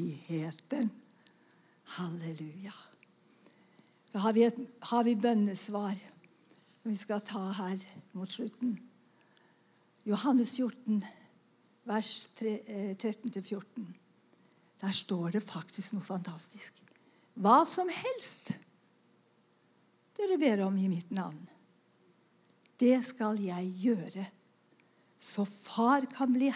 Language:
Norwegian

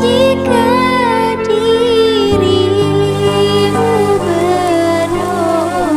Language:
Achinese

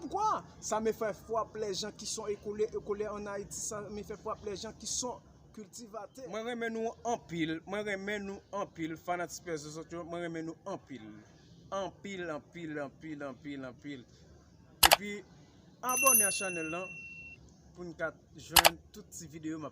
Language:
Haitian Creole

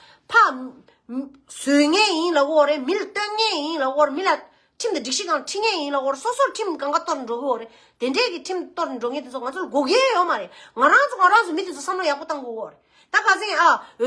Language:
Tibetan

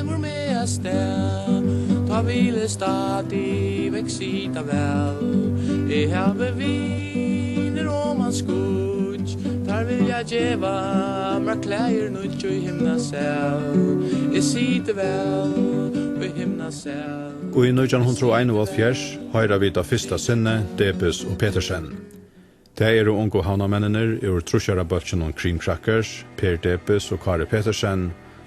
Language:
Faroese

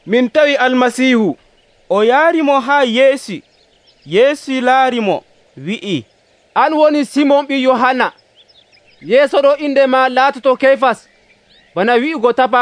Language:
Nigerian Fulfulde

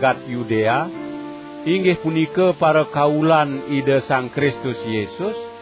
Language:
Balinese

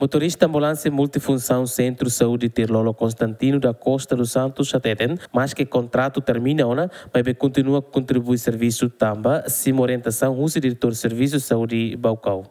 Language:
Tetum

